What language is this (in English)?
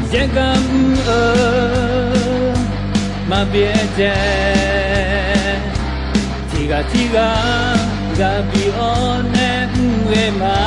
Akha